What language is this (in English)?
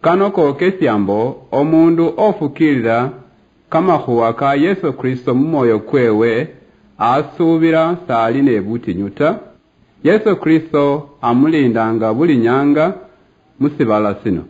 Luyia